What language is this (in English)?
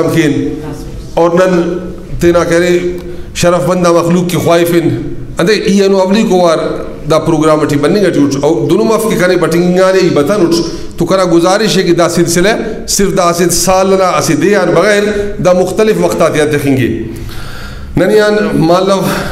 Brahui